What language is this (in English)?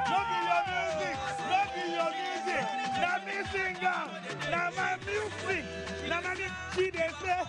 Nigerian Pidgin